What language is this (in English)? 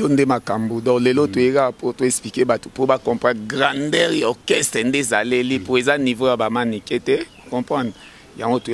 Lingala